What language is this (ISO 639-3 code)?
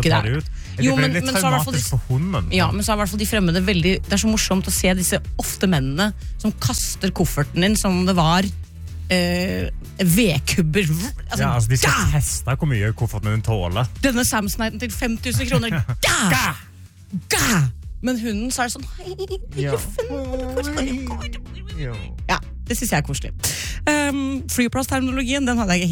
nor